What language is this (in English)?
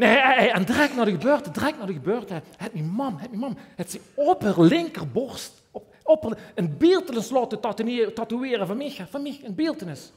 Limburgish